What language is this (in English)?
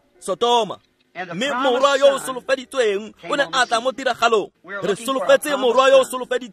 Tswana